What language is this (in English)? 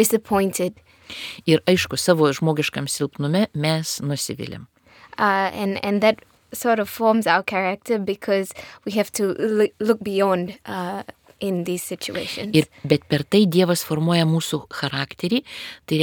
Lithuanian